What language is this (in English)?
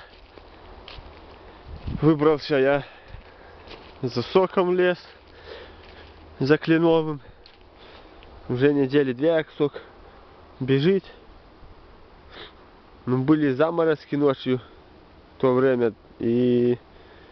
Russian